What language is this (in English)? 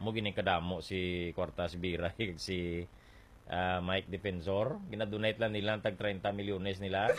Hiligaynon